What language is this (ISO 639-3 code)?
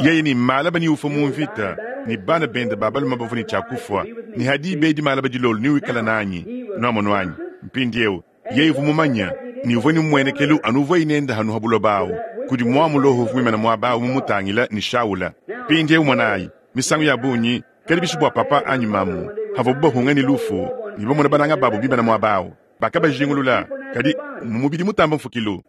lua